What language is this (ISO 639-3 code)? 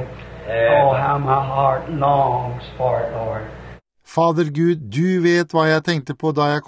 nor